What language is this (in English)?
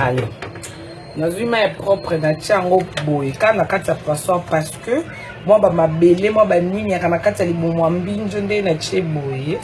Lingala